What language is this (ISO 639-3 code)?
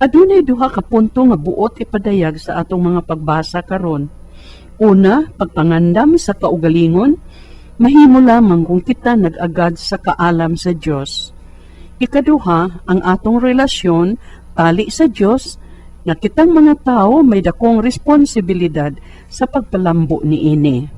ceb